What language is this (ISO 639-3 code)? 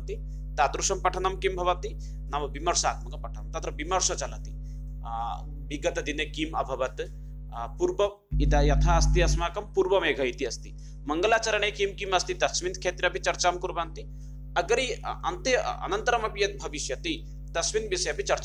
san